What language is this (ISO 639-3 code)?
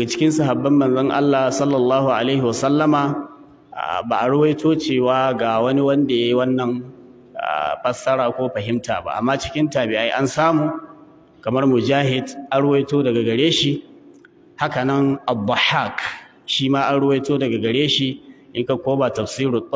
hau